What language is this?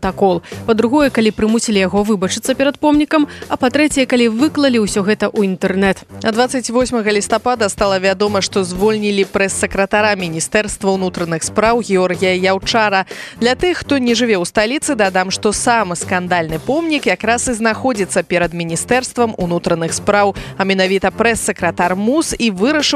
Belarusian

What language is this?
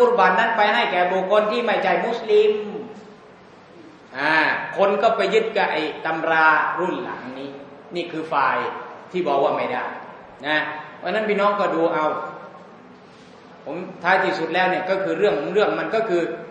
Thai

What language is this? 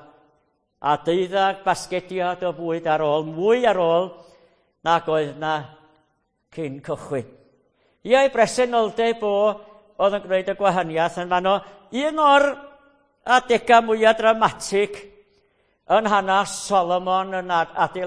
Welsh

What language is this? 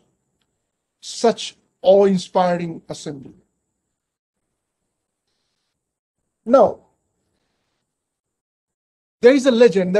English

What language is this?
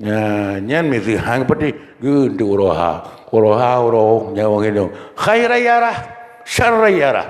Achinese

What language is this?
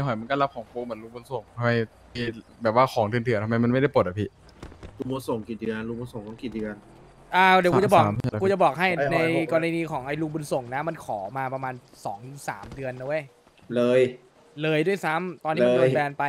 Thai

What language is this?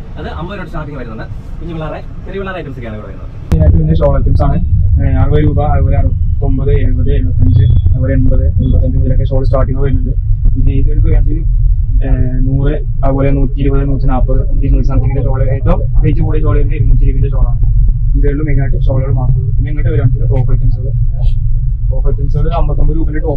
Malayalam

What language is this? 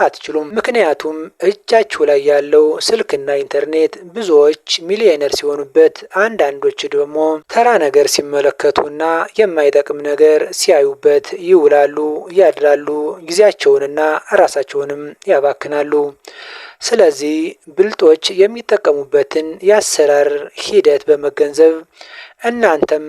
Amharic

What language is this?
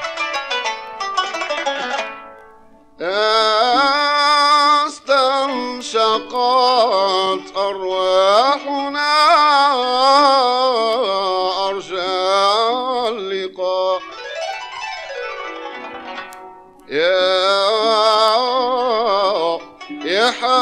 Arabic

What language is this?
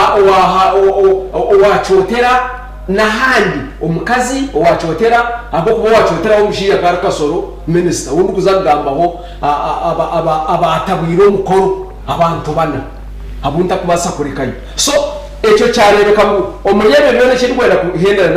Nyankole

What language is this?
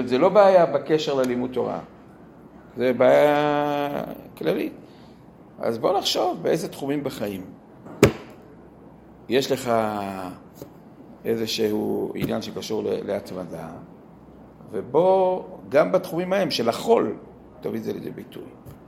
Hebrew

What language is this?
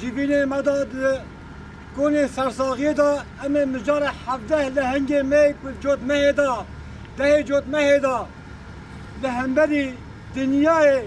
Kurdish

